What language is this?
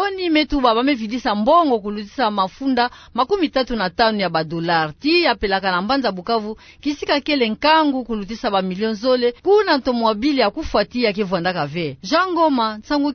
Kituba (Democratic Republic of Congo)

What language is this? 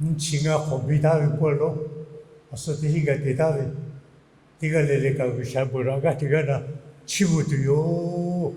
Lahu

